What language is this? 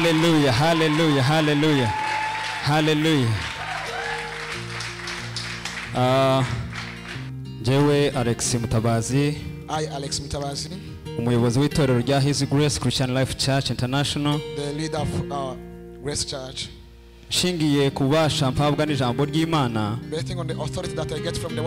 Kinyarwanda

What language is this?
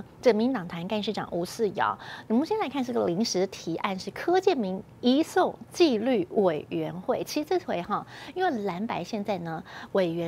Chinese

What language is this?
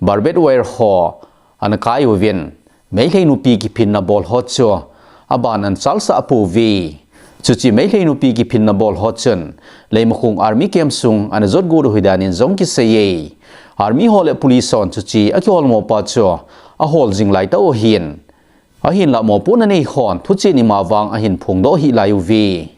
Thado Chin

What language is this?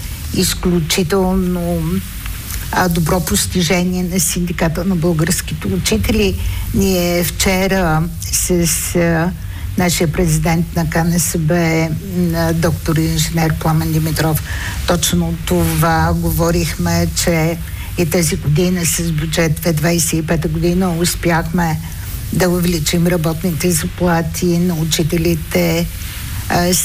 Bulgarian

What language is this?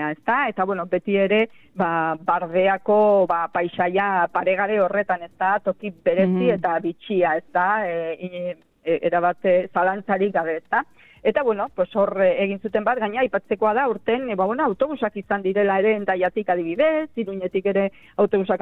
Basque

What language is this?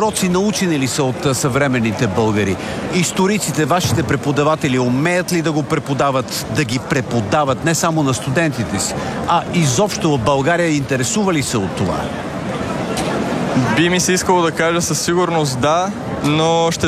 Bulgarian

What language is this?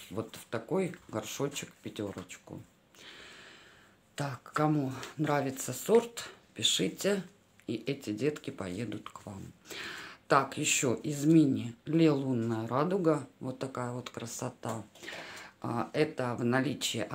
Russian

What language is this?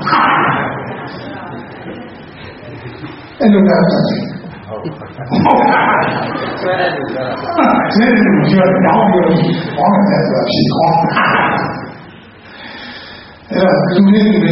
Burmese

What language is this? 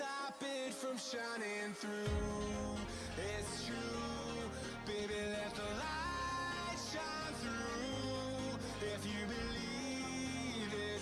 English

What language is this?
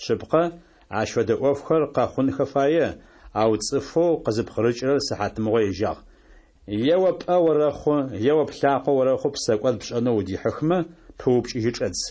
Kabardian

